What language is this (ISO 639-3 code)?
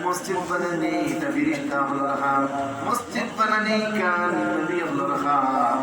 syl